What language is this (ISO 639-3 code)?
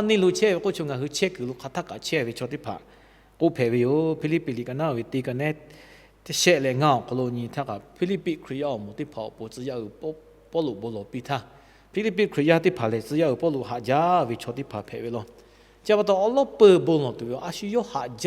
lhu